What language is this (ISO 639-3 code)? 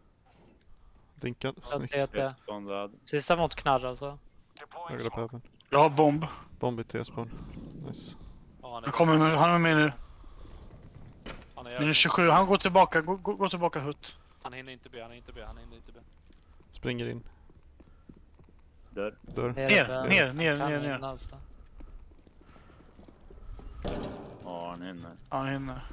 swe